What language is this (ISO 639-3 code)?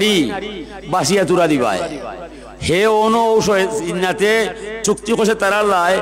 syl